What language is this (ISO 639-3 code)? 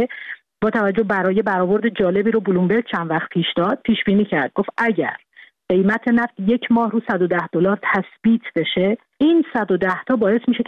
fas